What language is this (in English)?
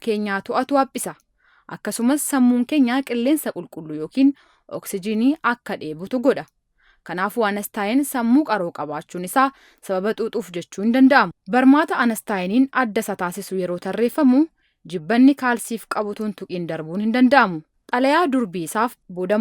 Oromo